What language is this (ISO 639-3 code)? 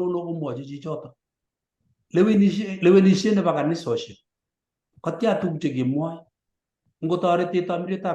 kln